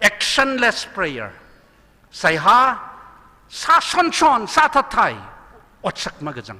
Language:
Tangkhul Naga (India)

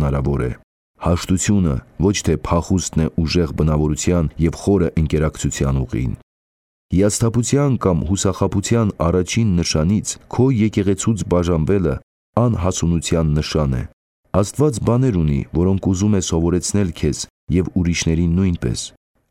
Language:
Armenian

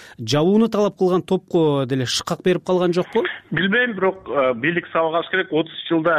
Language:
Kyrgyz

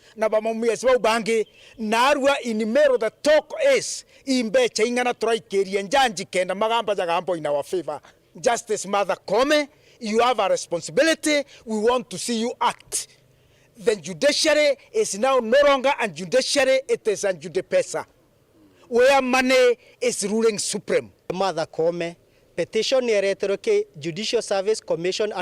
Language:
Meru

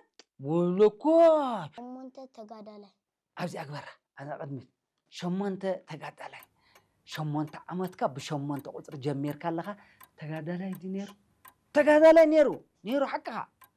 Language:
Tigrinya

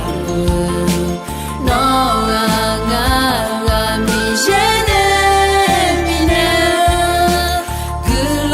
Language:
Akha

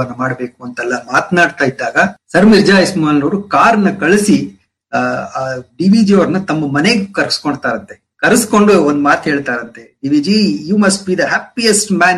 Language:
Kannada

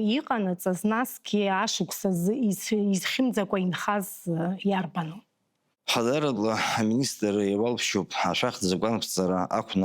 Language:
Abkhazian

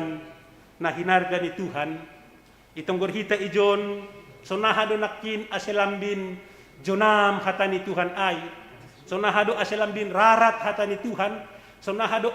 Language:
Batak Simalungun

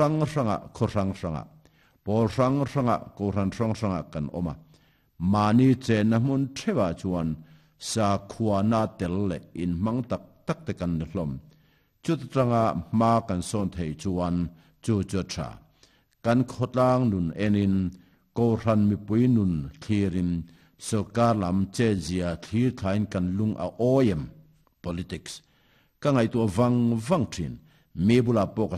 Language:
Mizo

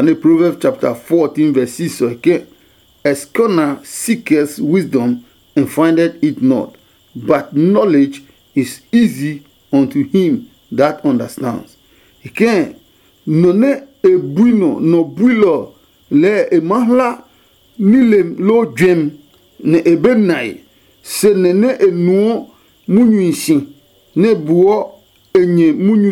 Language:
Adangme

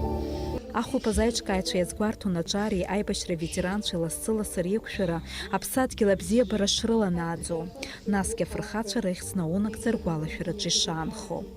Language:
Abkhazian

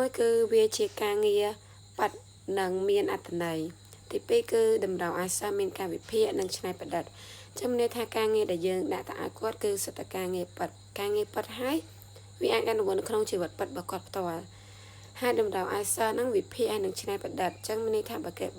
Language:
Khmer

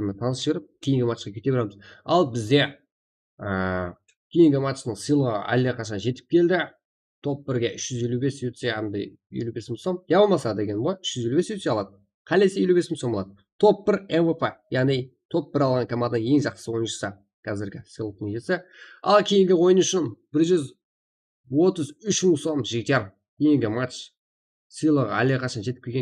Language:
Kara-Kalpak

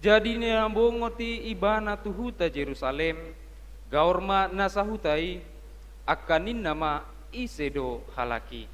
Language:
Batak Toba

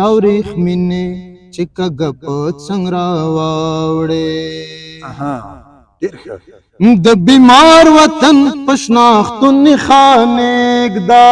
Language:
Pashto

